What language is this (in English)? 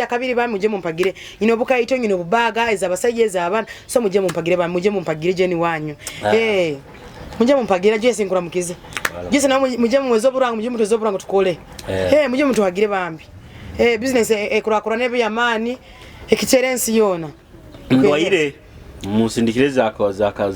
Nyoro